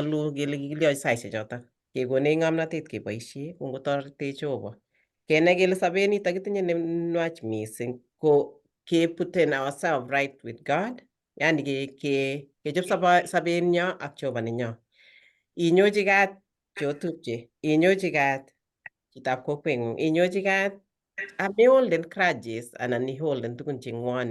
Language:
Kalenjin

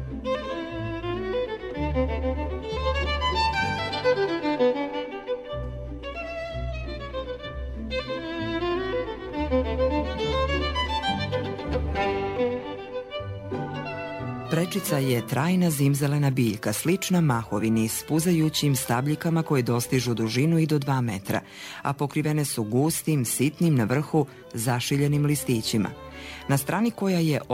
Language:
Croatian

